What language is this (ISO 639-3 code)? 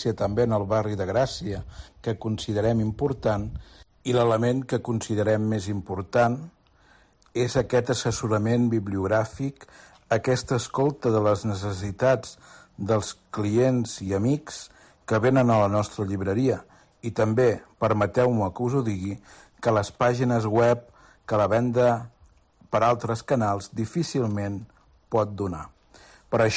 cat